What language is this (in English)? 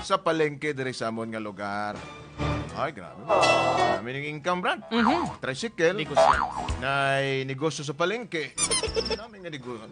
Hiligaynon